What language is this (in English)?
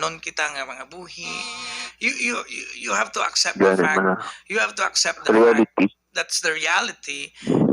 Hiligaynon